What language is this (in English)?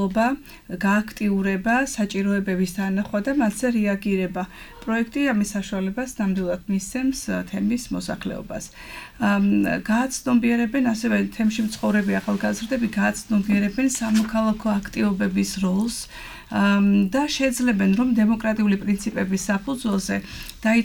Georgian